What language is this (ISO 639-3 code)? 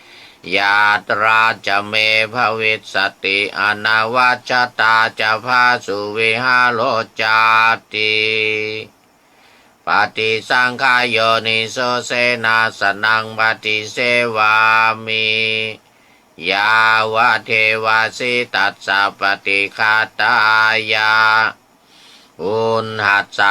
pli